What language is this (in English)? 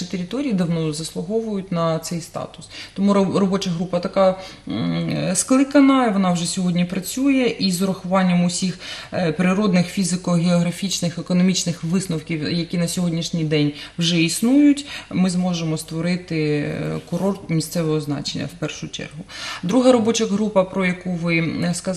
Ukrainian